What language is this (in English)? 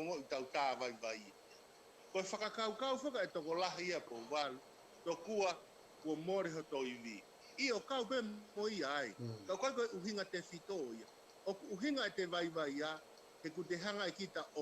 Tongan